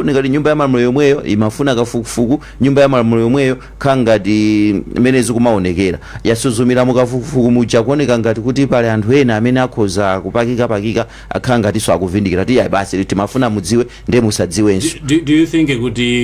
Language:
Nyanja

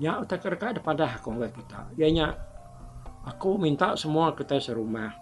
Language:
Iban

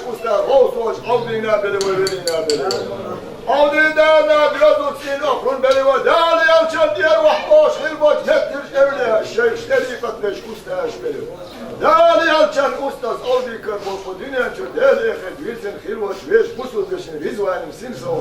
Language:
Chechen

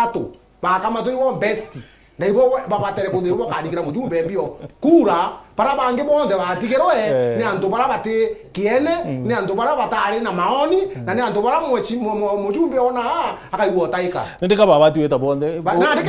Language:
Meru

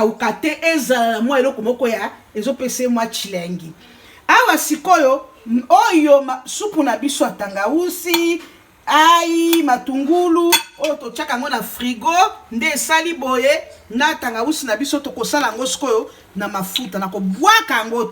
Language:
Lingala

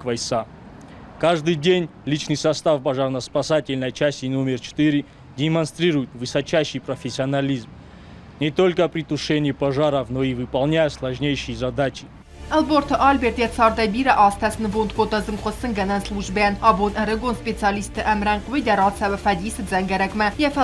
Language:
Ossetic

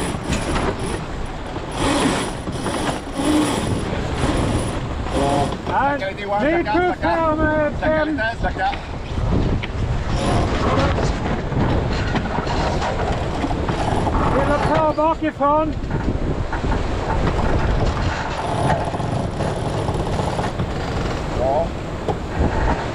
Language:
Swedish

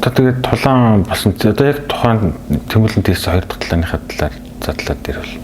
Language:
Mongolian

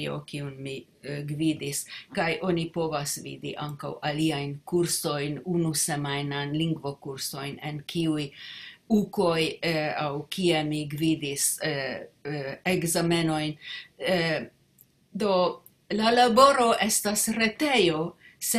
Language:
Esperanto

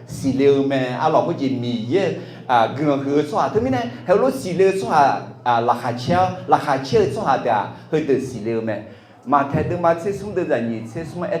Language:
Akha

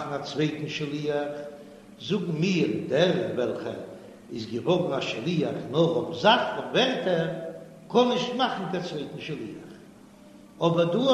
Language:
Yiddish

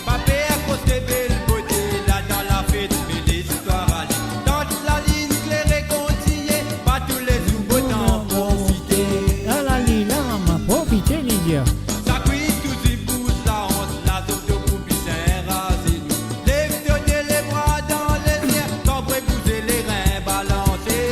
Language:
Morisyen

